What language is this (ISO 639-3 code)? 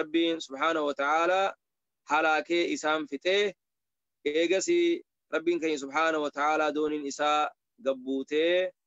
orm